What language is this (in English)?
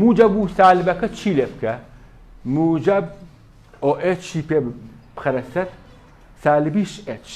Central Kurdish